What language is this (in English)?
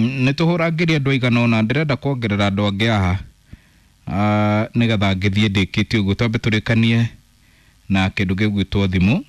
Kikuyu